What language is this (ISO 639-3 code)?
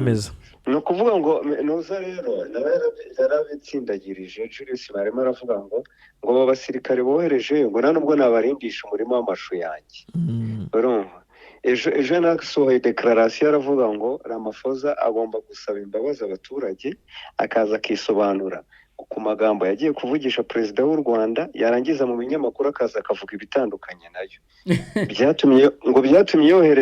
kin